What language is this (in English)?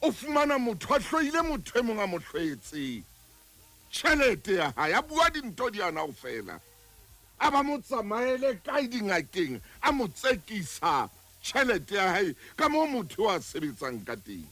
Southern Sotho